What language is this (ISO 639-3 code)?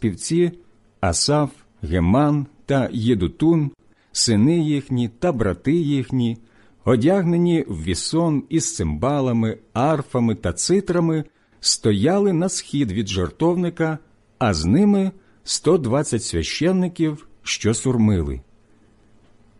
ukr